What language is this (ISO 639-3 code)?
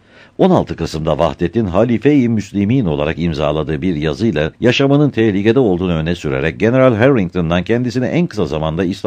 tur